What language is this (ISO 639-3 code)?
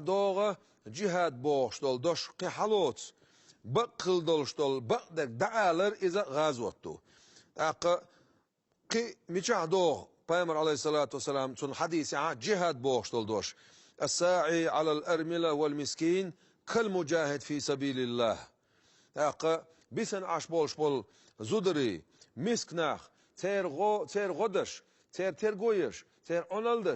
che